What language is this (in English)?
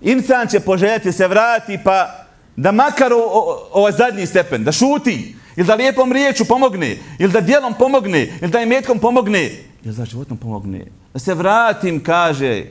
Bosnian